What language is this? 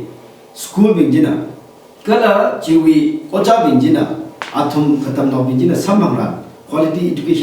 Tangkhul Naga (India)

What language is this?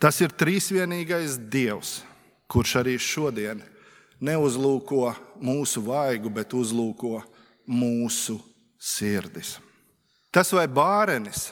Latvian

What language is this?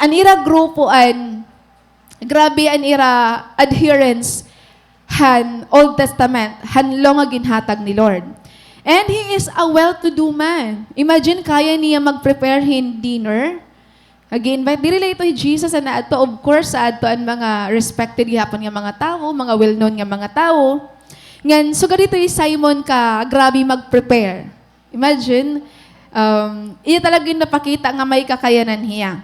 Waray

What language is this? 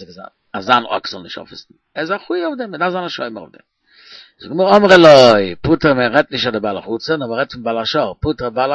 Yiddish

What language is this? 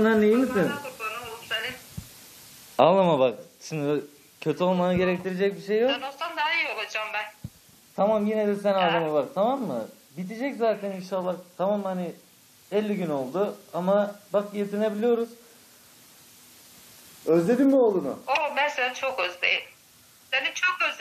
Turkish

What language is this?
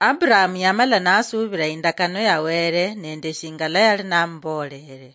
Luyia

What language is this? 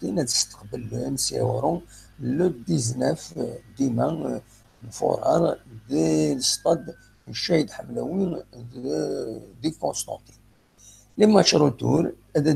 Kabyle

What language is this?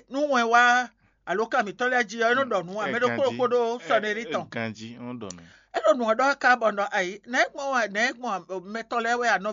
Fon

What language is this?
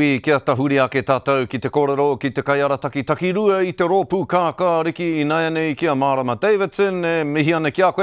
Māori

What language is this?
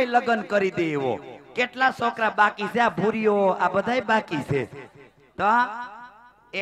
Gujarati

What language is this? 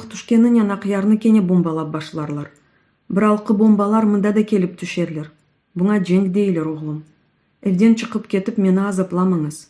Crimean Tatar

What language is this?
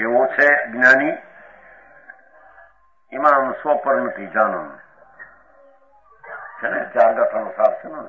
Gujarati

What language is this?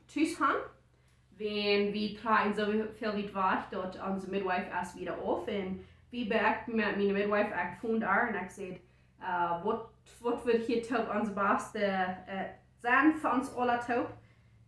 Plautdietsch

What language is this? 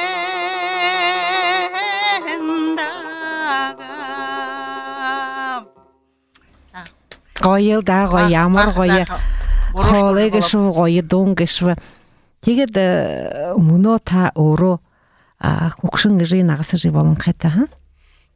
Buriat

